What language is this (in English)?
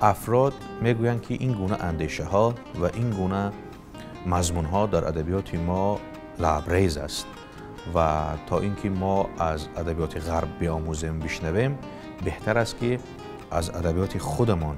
Tajik